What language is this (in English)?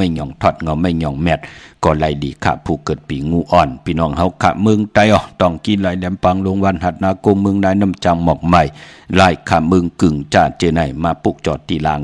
Shan